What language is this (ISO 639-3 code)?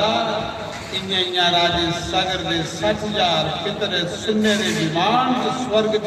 doi